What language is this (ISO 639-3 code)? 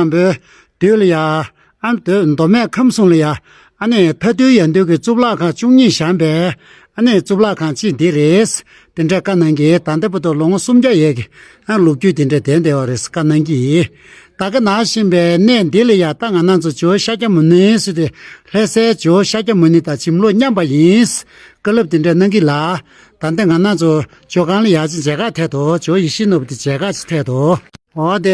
bod